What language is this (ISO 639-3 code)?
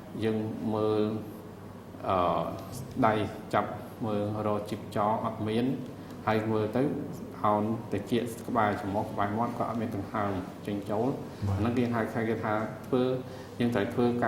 khm